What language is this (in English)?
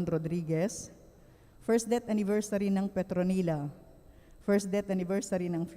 Pampanga